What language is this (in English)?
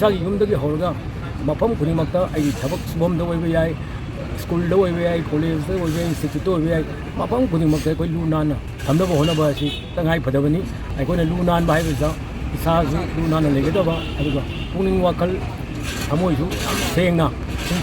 Manipuri